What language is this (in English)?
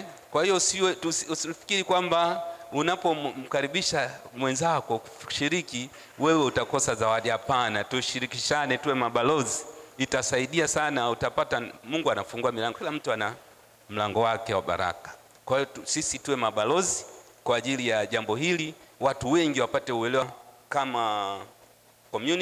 Swahili